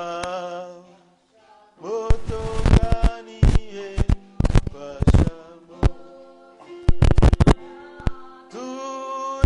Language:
Swahili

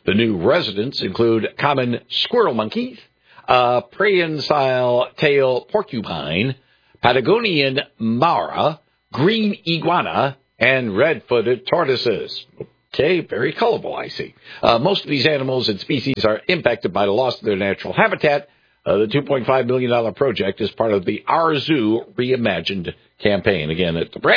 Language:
English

